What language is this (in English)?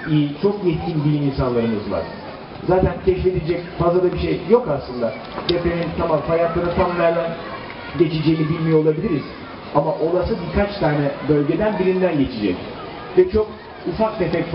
Turkish